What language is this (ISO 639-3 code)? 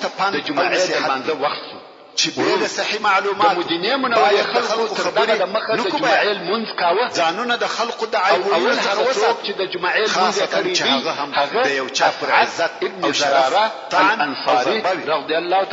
pus